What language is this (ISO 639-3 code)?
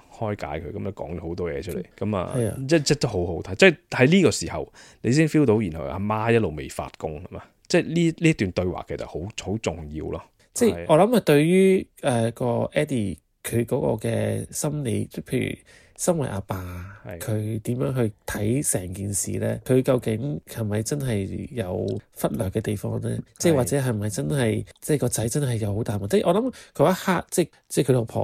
yue